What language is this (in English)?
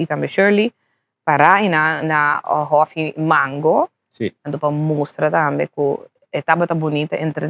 Papiamento